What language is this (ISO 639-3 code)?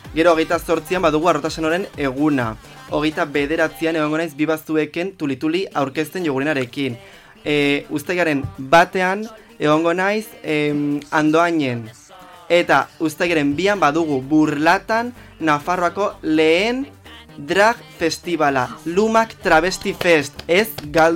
eus